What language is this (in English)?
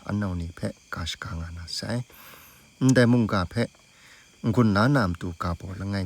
Kachin